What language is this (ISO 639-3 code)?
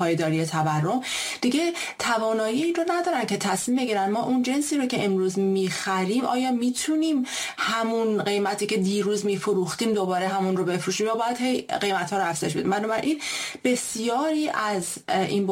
fas